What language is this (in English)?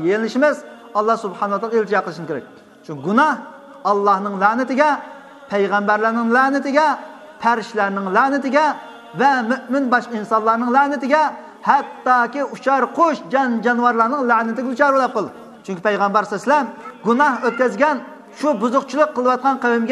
Uyghur